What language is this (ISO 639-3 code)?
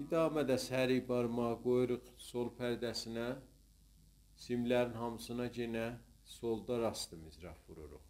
azb